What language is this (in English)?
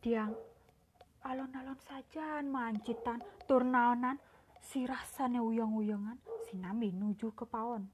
Balinese